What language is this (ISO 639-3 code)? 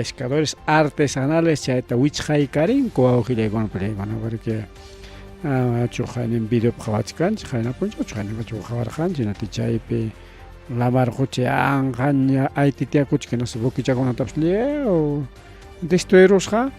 quy